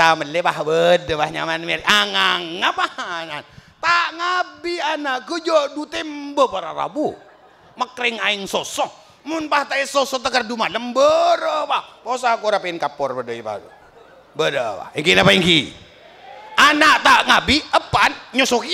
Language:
Madurese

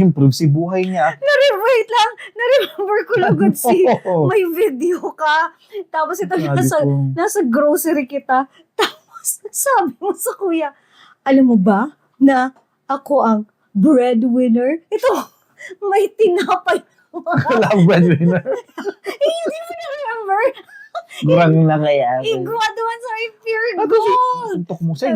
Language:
Bikol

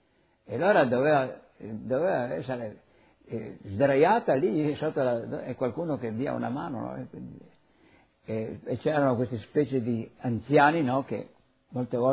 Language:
Italian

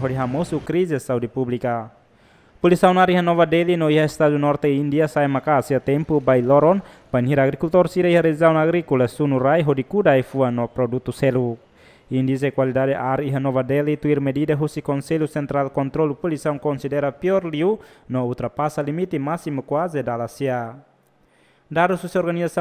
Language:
Tetum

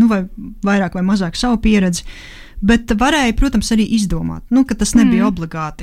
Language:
Latvian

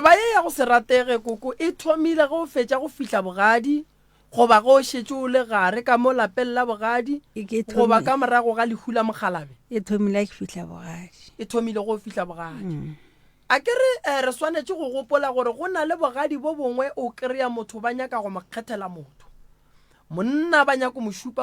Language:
Northern Sotho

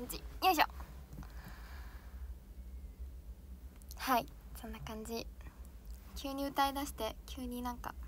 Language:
Japanese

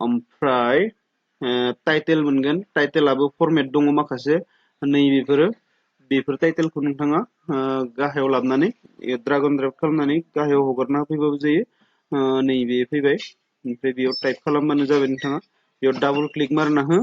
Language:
Bodo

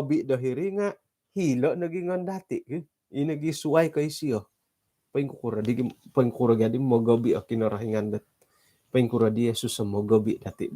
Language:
Central Dusun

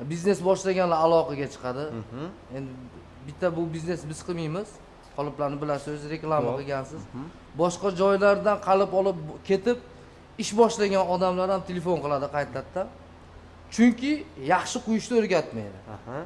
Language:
Uzbek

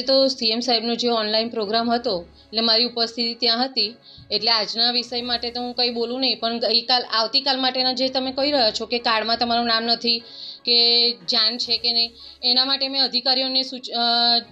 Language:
Gujarati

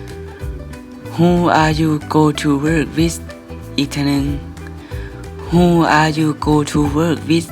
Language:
Lao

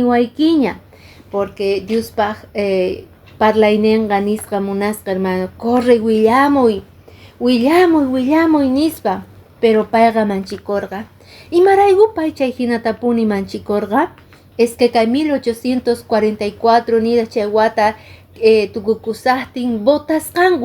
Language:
Quechua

